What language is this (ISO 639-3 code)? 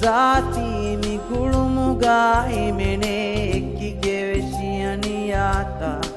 div